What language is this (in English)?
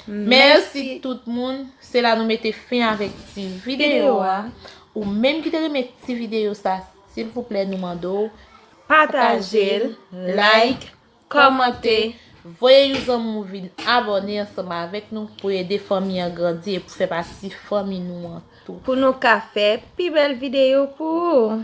Haitian Creole